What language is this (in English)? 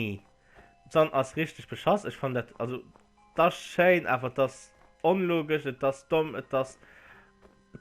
Luxembourgish